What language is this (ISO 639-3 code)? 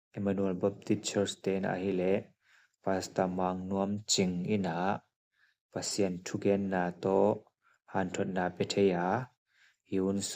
ctd